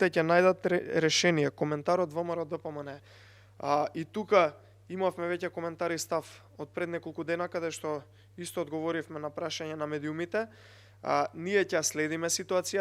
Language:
Macedonian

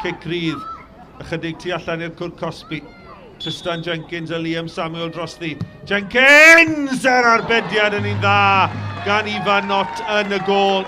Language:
Welsh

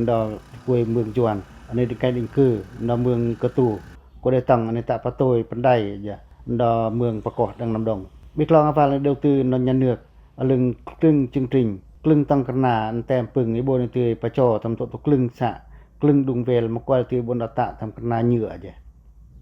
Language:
Pacoh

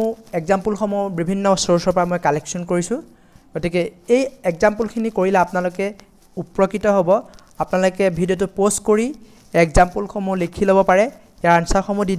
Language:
Assamese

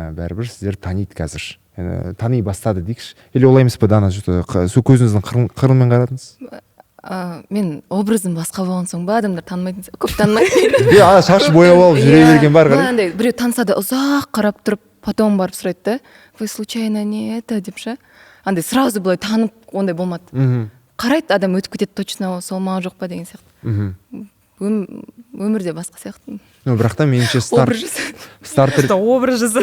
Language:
Kazakh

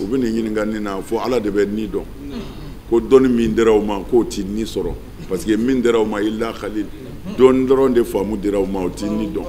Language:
Bambara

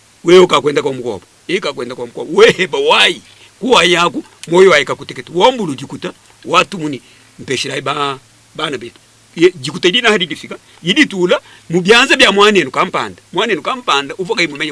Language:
Luba-Lulua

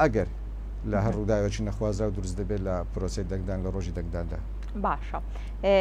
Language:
Central Kurdish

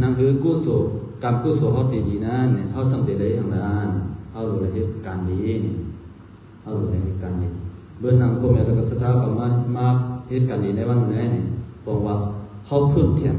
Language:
Shan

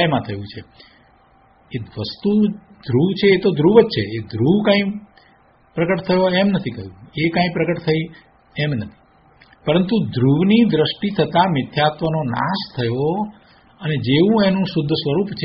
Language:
Gujarati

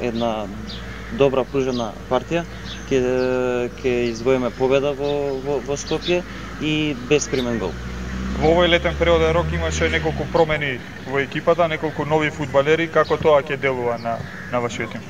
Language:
Macedonian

